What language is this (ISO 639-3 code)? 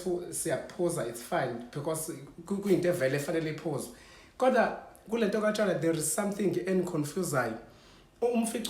zul